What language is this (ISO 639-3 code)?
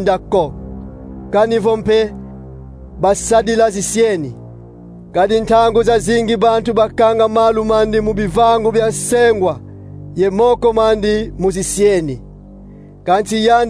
kon